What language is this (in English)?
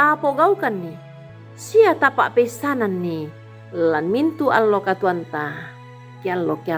Toraja-Sa'dan